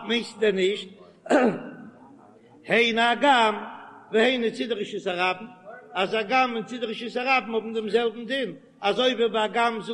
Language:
Yiddish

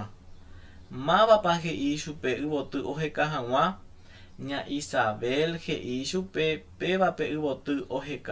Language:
Guarani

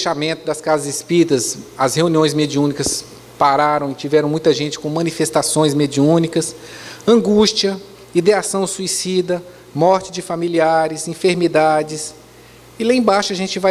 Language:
Portuguese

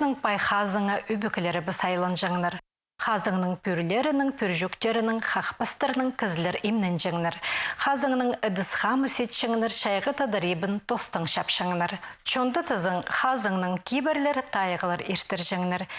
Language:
Khakas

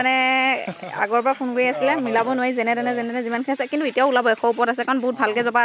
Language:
Assamese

